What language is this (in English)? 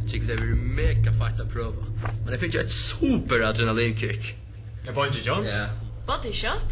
Faroese